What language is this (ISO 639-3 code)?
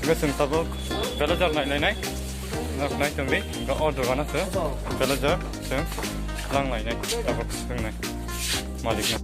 trp